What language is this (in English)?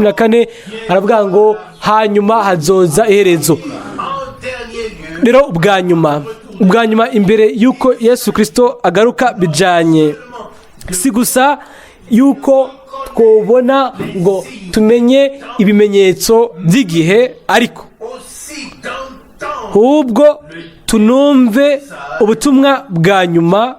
Rundi